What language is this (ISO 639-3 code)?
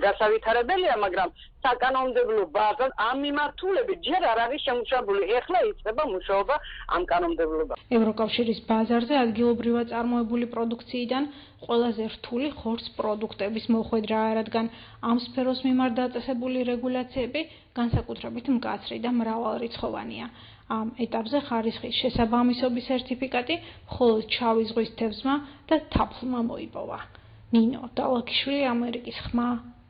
kat